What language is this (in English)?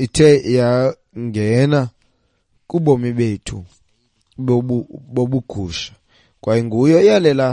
Xhosa